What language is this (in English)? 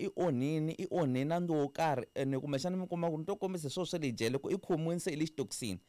Tsonga